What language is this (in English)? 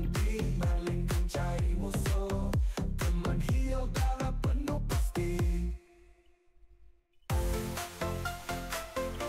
Indonesian